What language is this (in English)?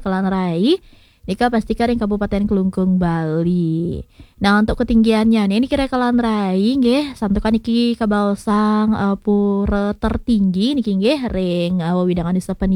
Balinese